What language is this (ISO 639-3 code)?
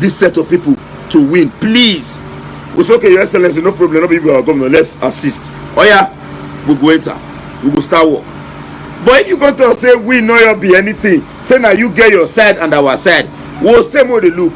pcm